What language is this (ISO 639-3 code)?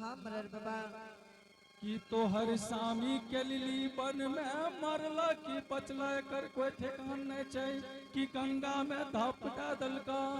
anp